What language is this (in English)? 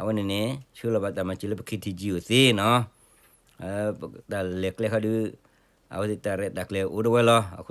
S'gaw Karen